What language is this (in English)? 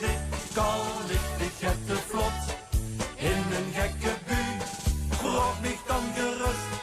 Limburgish